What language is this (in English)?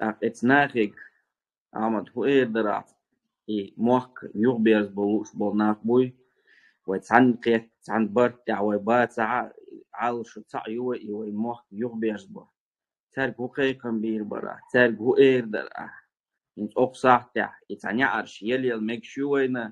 Chechen